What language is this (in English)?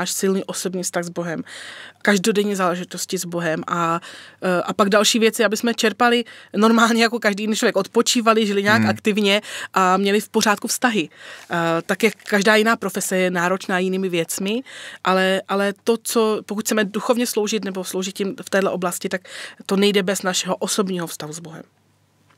Czech